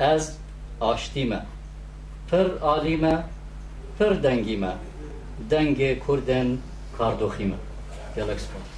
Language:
Kurdish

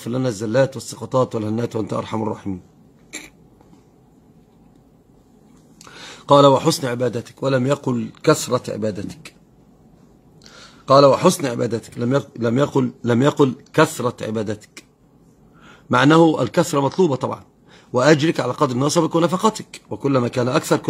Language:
Arabic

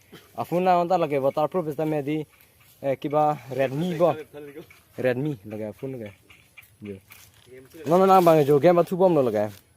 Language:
Karbi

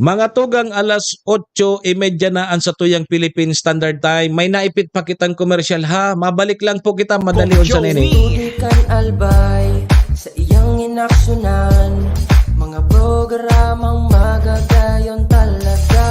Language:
Bikol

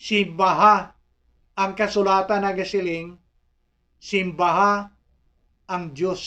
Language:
Hiligaynon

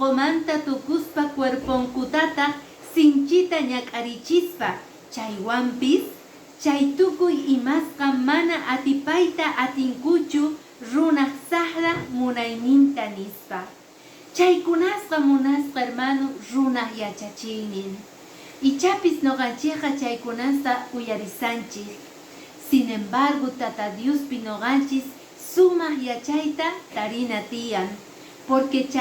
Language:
Quechua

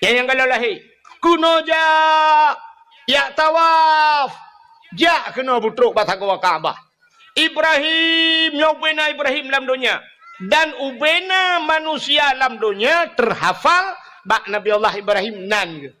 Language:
Achinese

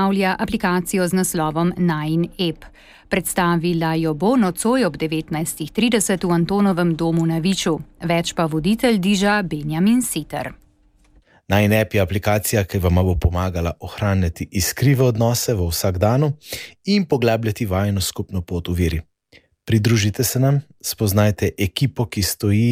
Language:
Slovenian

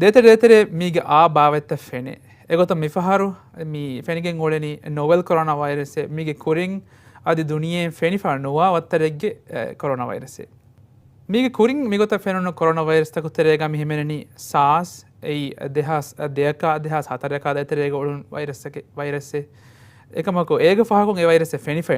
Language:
Divehi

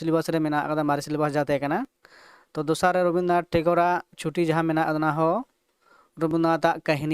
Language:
Santali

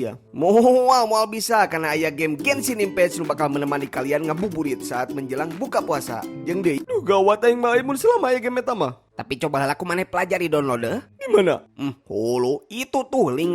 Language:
Sundanese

